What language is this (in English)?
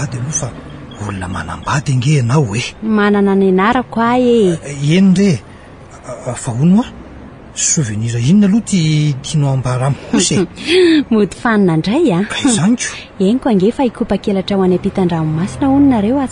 Malagasy